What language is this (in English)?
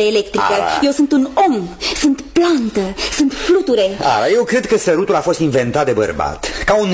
Romanian